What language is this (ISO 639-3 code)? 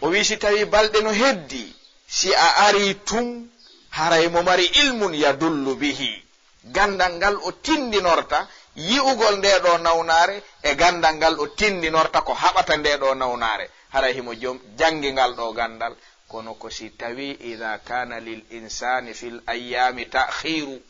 ful